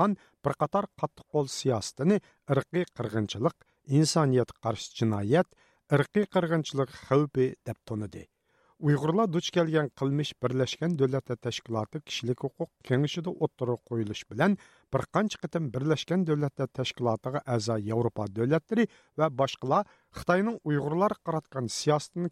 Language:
Uyghur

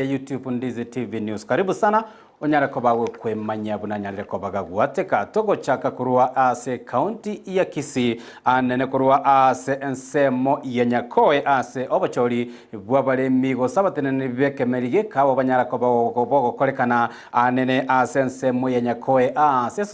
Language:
Gusii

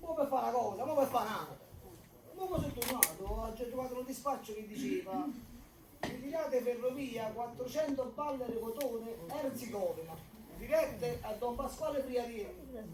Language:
Neapolitan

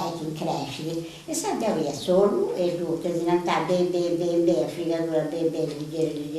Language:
Sardinian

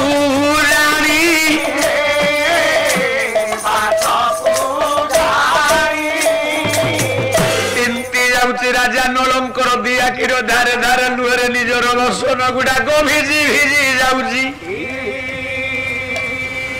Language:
Odia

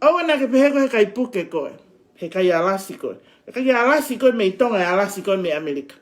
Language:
Tongan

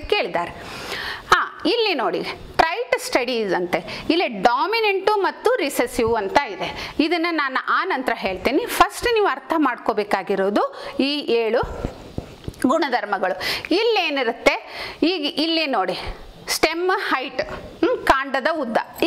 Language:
Kannada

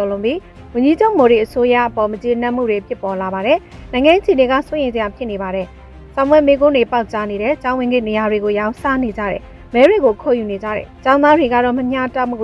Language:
Burmese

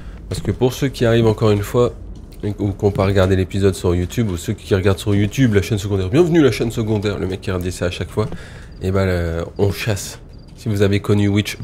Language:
French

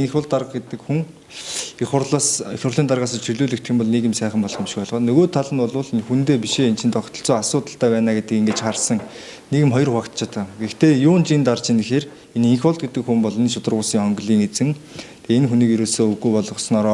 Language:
Mongolian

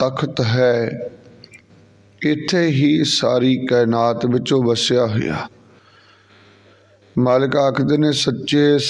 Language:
Punjabi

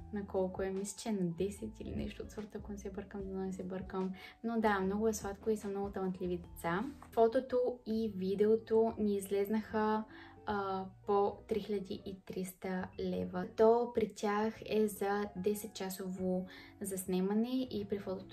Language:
Bulgarian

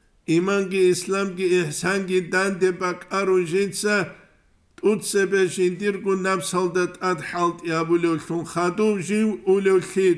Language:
Avaric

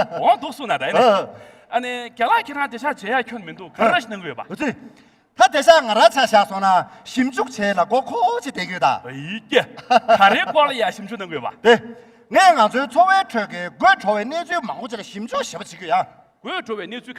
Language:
Tibetan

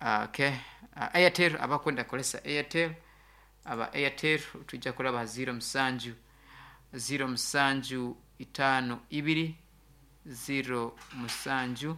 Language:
Nyoro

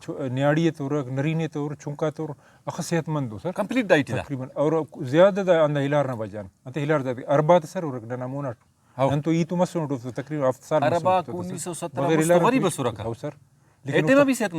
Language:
Brahui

